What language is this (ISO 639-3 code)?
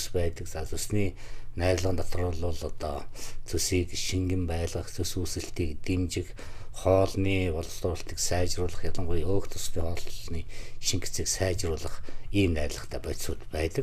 mon